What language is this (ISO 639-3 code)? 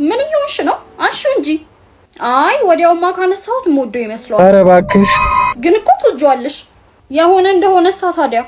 amh